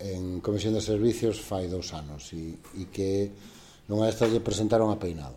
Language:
Galician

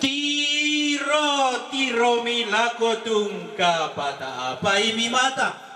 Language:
Toraja-Sa'dan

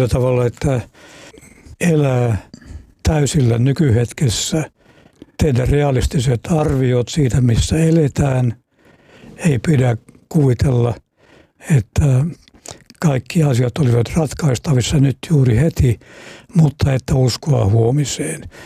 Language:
Finnish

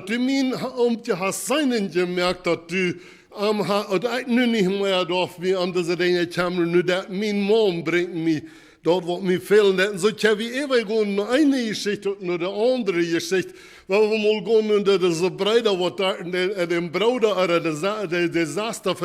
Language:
Plautdietsch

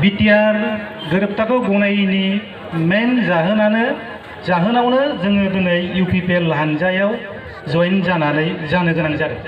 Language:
Bodo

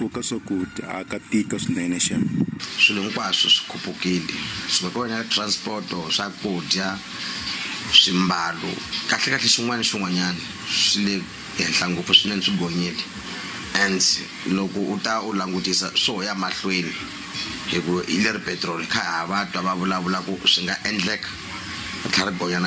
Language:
Tsonga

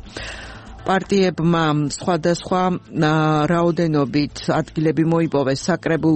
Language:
Georgian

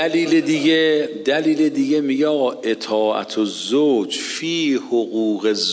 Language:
Persian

